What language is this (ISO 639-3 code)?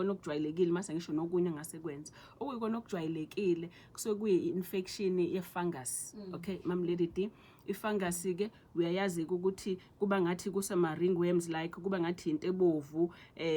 zul